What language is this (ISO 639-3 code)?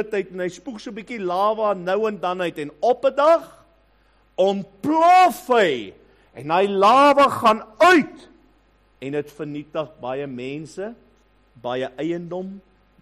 afr